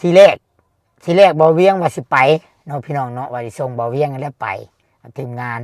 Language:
Lao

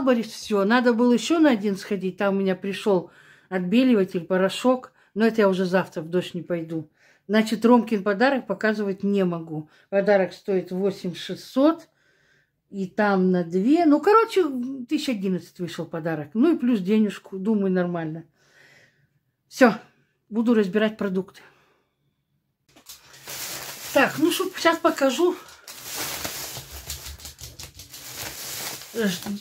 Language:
Russian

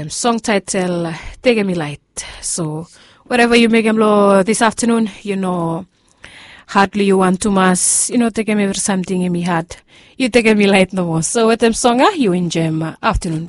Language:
Bislama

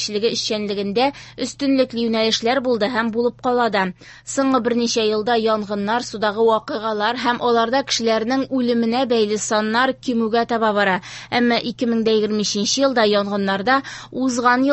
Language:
Tatar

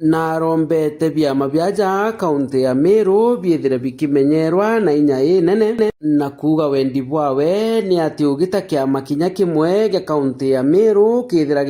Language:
Meru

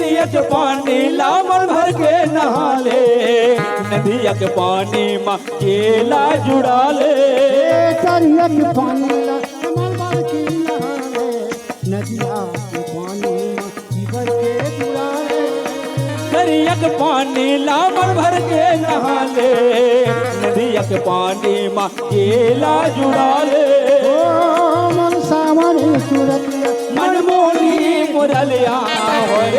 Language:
Chhattisgarhi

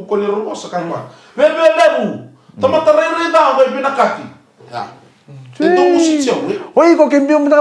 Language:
Fijian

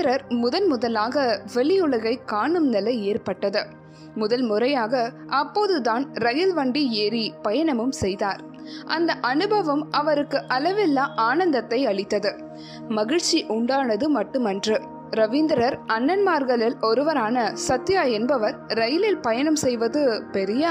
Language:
Tamil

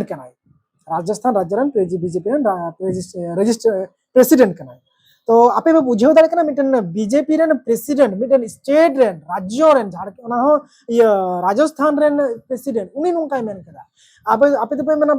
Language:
Santali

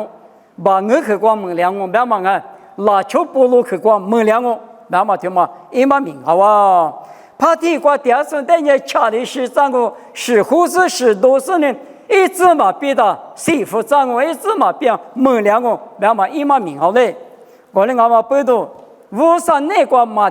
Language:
Lisu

